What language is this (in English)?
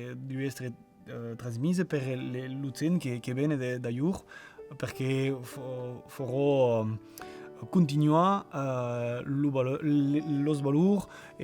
Occitan